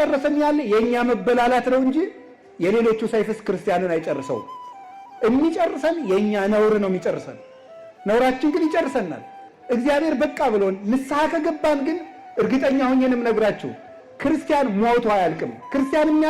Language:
Amharic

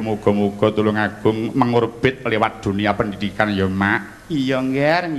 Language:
Javanese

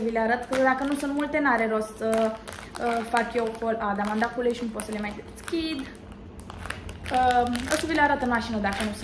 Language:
Romanian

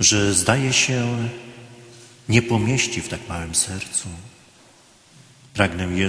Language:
Polish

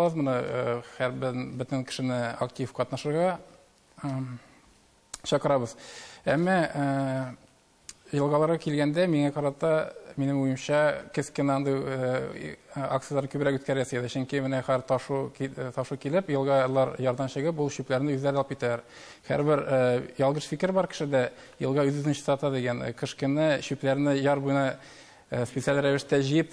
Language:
Tatar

